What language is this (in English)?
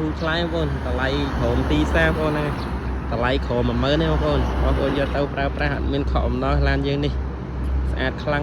Khmer